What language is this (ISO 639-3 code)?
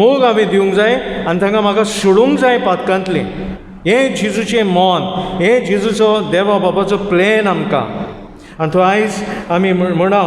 kok